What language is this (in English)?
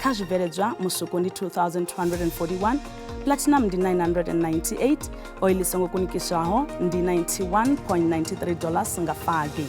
Venda